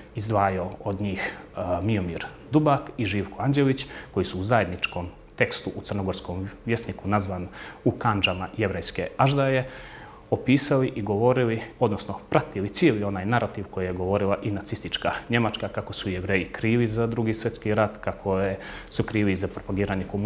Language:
Bosnian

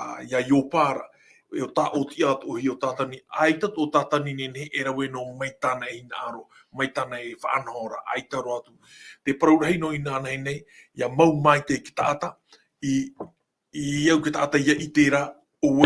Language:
Tahitian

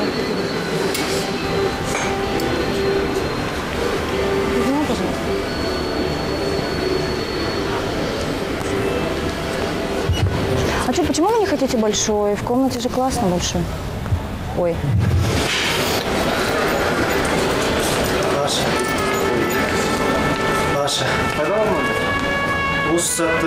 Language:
Kazakh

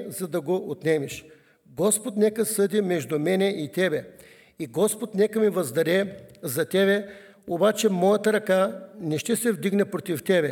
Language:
Bulgarian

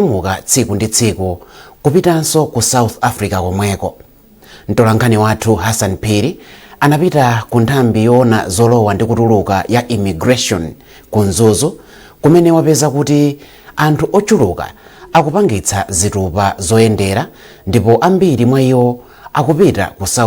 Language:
Nyanja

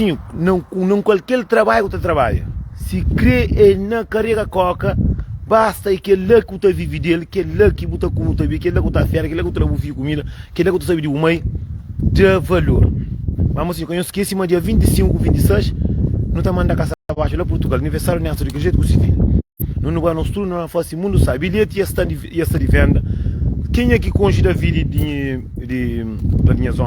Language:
Kabuverdianu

